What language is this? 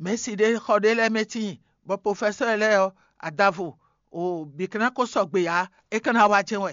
Fon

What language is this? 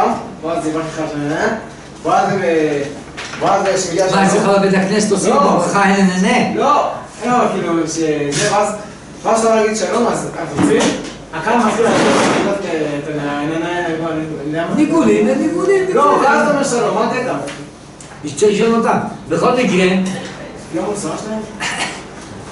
Hebrew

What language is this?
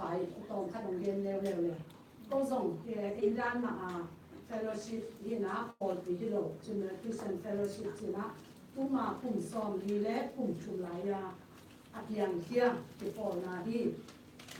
Tedim Chin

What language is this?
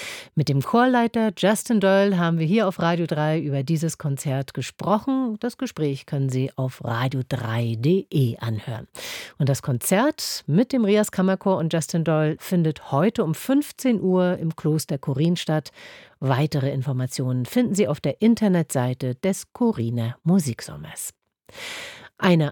German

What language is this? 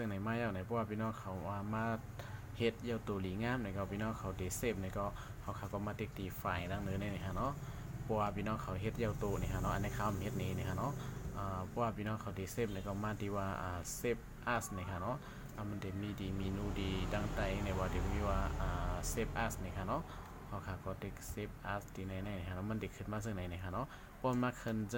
Shan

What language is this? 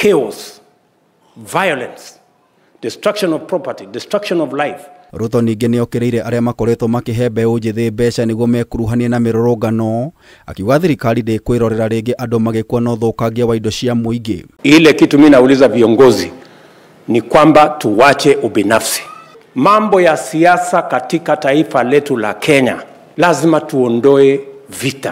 Kikuyu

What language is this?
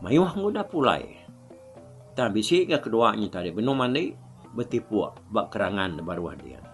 Iban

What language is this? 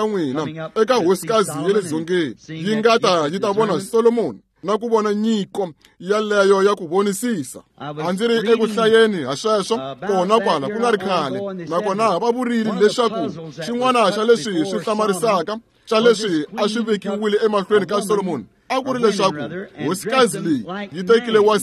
Tsonga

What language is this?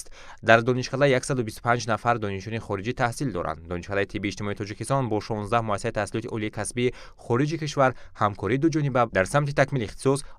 Tajik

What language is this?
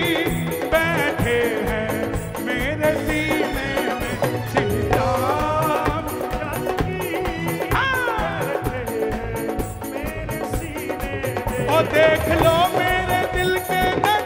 Hindi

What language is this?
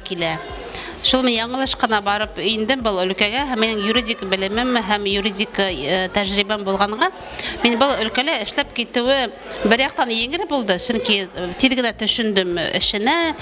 Bashkir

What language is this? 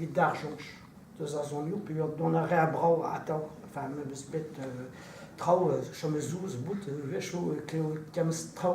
Breton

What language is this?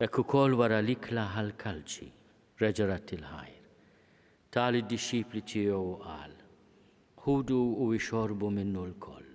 Maltese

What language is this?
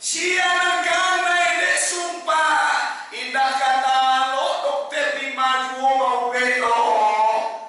Minangkabau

